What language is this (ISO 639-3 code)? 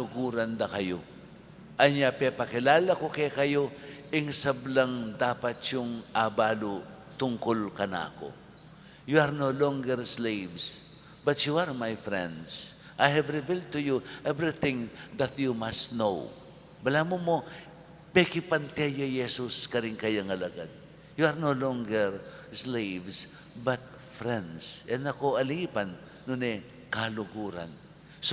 pam